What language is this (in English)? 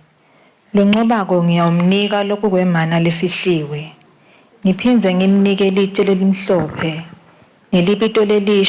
Swati